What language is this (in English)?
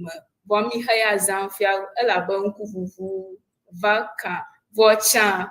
Ewe